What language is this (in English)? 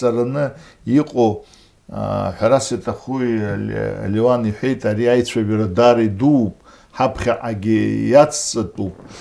Abkhazian